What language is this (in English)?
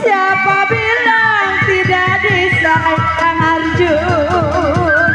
Betawi